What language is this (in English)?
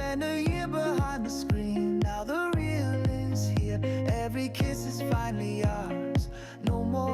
Yiddish